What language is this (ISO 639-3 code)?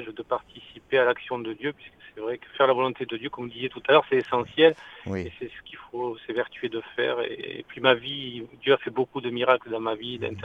fra